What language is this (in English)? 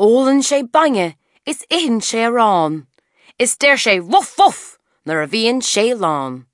Irish